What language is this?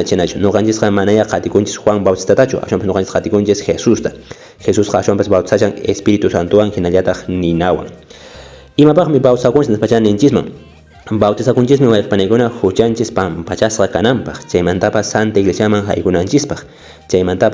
Quechua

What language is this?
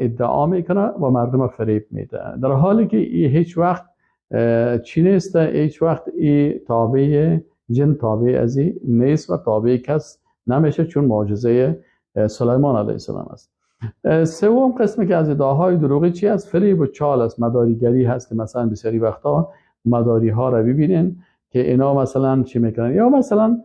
Persian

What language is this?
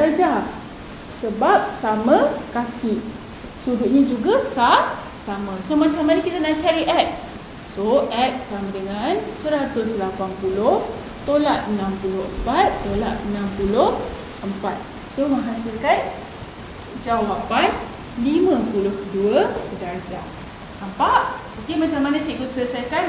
Malay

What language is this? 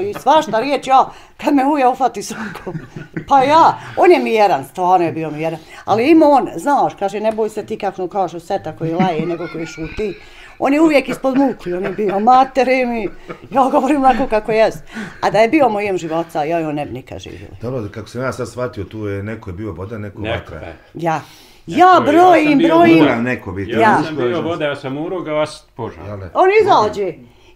Bosnian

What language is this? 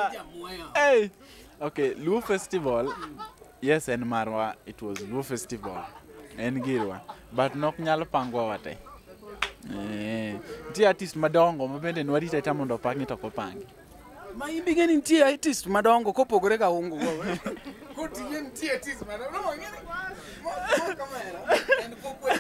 Luo (Kenya and Tanzania)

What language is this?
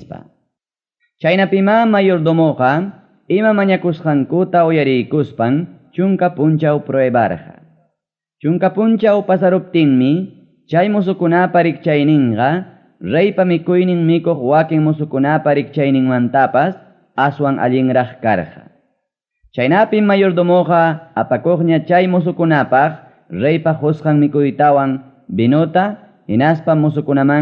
Ayacucho Quechua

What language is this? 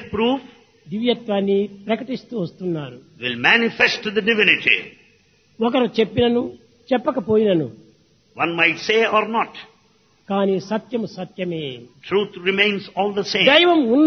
Telugu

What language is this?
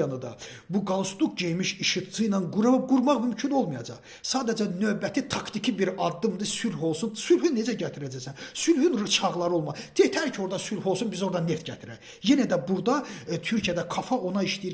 Azerbaijani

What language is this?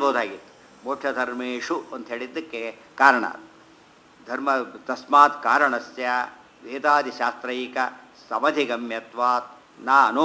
Kannada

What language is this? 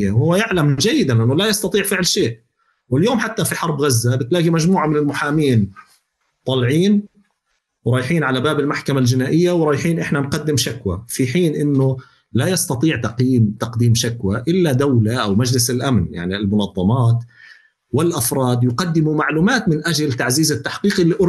North Levantine Arabic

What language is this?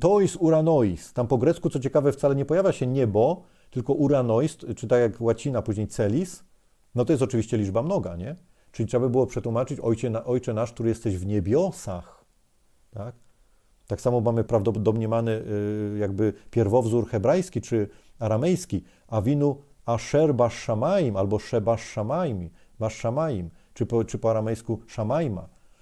Polish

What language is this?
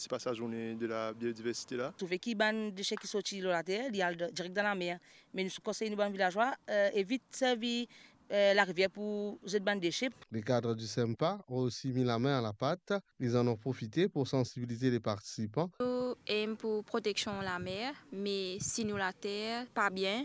Morisyen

